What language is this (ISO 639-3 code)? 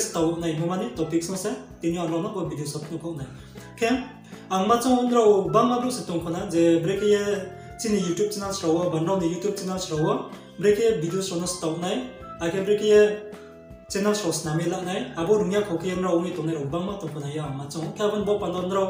ria